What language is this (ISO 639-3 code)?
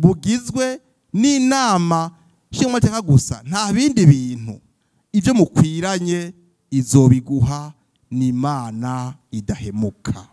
run